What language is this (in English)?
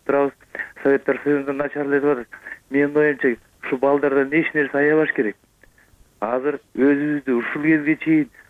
Kyrgyz